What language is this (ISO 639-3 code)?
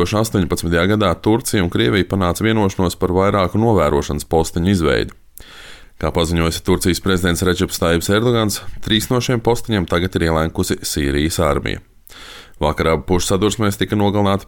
lav